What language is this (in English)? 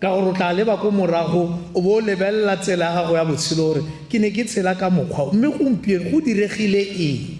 Tswana